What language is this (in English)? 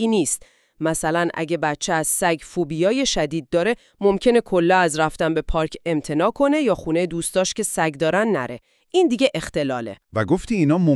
Persian